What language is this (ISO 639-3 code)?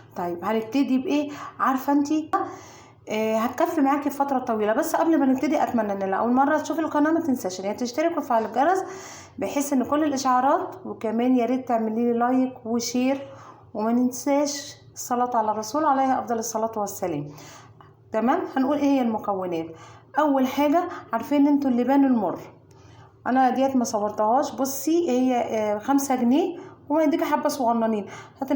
arz